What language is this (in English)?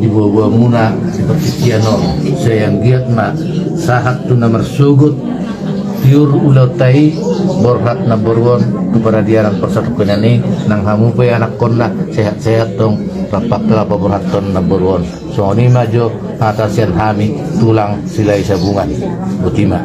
Batak Toba